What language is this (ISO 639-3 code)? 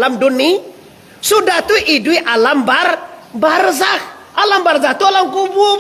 min